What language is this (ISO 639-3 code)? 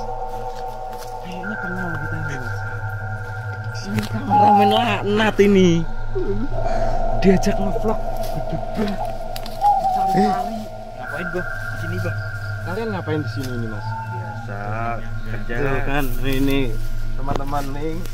ind